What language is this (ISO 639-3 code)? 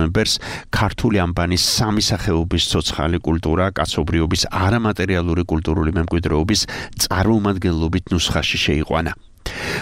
kat